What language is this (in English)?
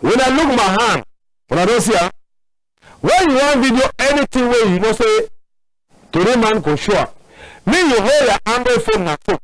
Cameroon Pidgin